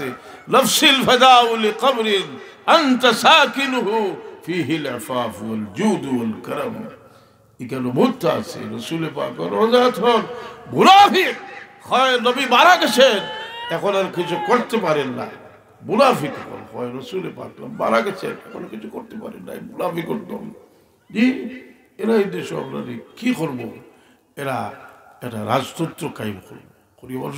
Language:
Sylheti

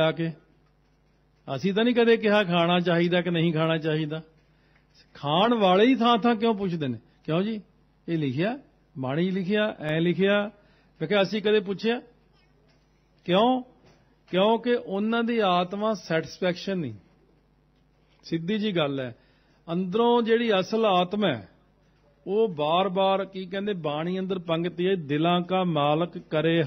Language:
Punjabi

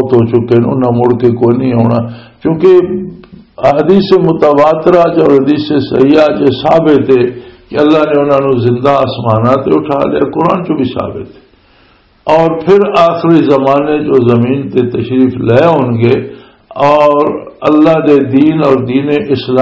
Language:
Western Panjabi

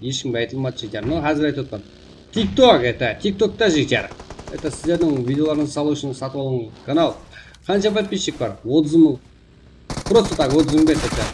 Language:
Kara-Kalpak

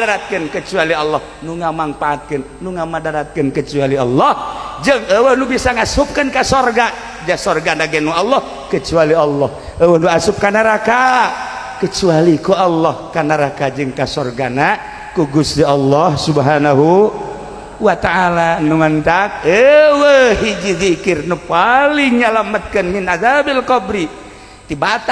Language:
Sundanese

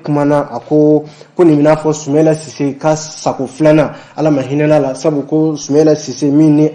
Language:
Bambara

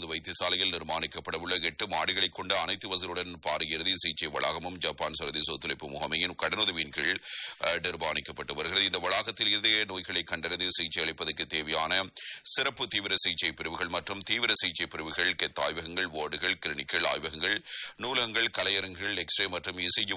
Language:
Tamil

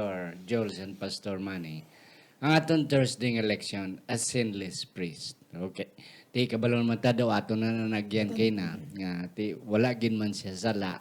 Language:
Hiligaynon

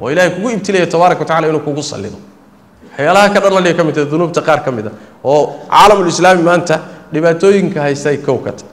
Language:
Somali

